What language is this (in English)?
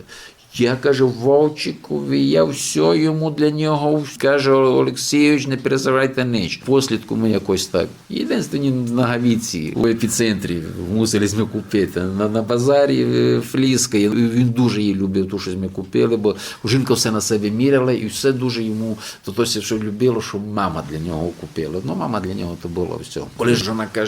Rusyn